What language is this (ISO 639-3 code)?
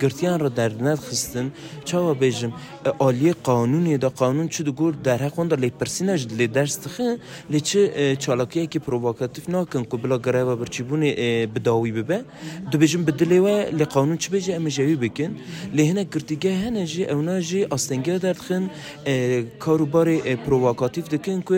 kur